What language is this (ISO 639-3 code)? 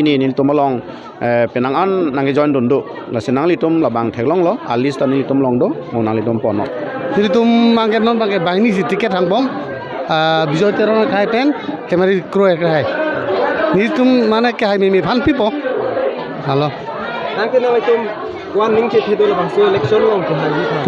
mjw